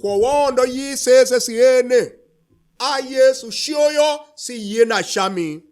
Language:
Tiv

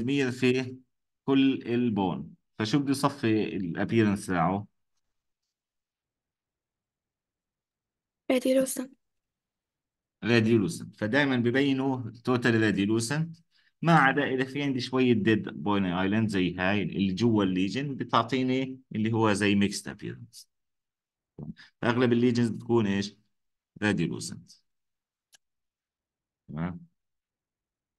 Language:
South Levantine Arabic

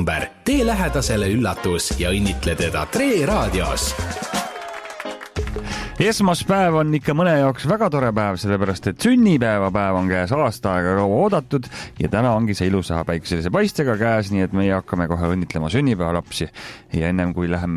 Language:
Estonian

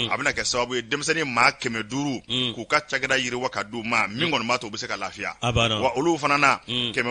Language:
Bambara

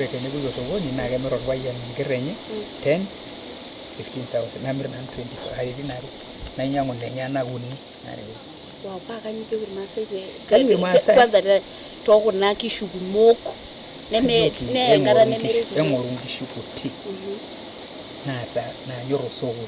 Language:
Masai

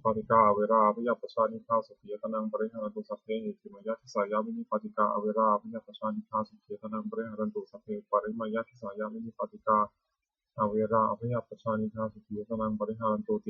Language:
Pali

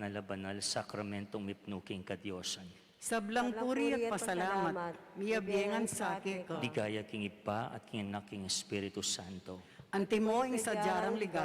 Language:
Pampanga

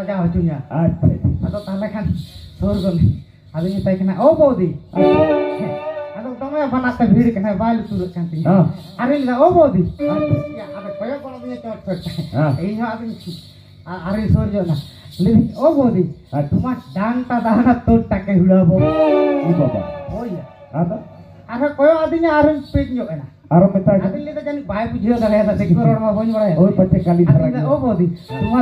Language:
Santali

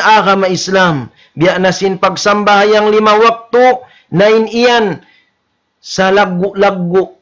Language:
Tausug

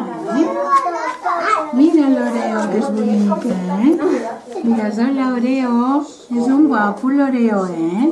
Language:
Catalan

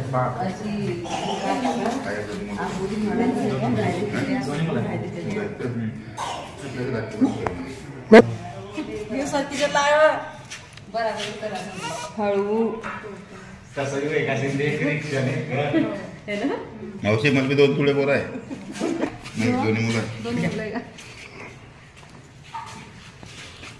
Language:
Marathi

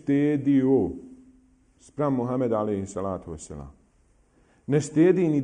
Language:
Bosnian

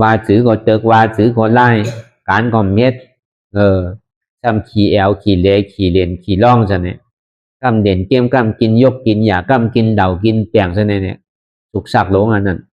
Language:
Shan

